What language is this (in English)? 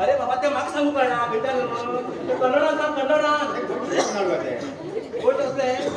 Konkani